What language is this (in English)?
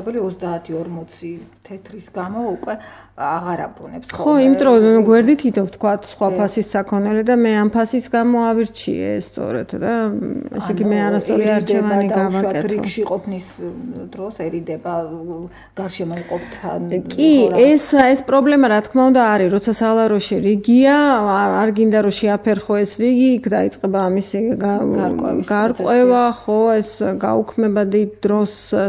Georgian